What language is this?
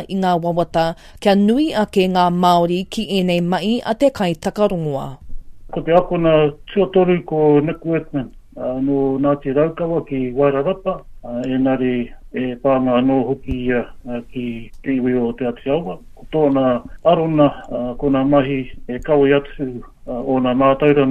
Māori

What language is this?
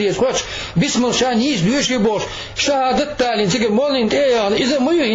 Chechen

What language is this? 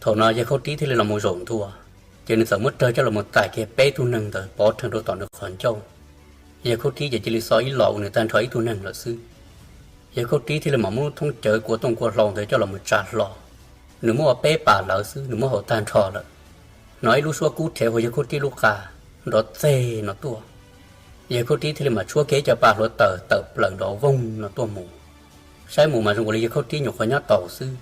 Hmong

